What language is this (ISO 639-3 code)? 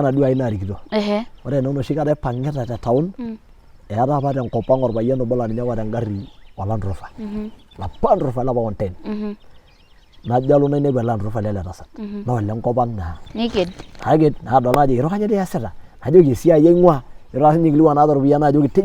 mas